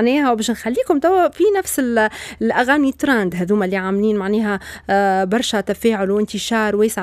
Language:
Tunisian Arabic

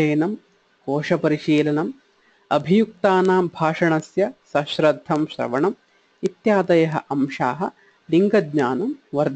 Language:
Sanskrit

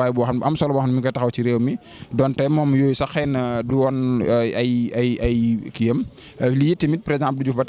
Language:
Wolof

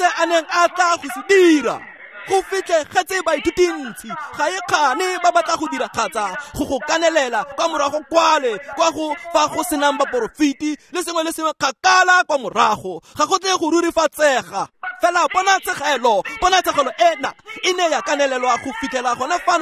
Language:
Tswana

